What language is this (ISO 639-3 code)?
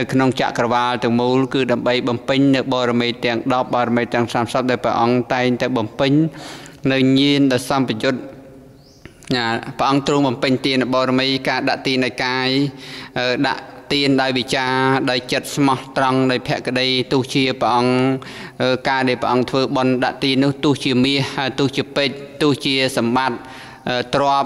khm